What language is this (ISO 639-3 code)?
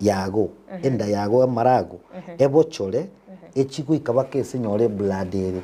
guz